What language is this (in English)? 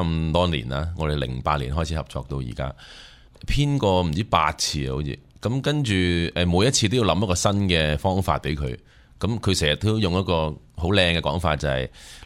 Cantonese